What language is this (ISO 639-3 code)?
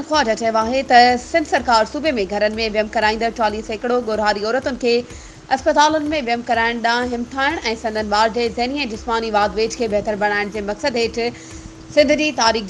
snd